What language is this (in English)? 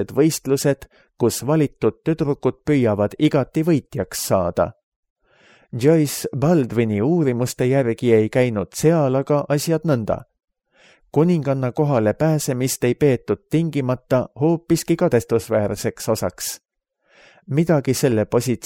Estonian